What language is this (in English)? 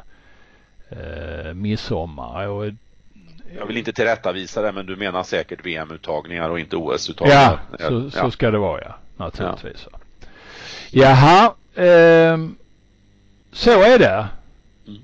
Swedish